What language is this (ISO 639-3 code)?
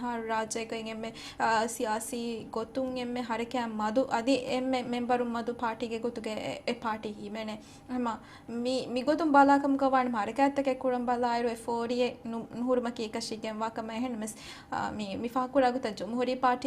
div